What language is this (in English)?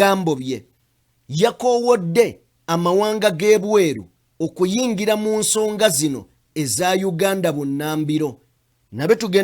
Ganda